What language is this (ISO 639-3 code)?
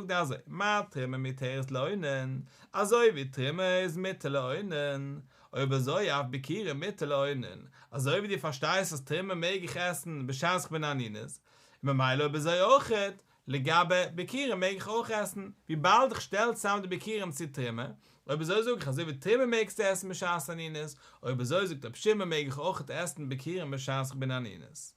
yid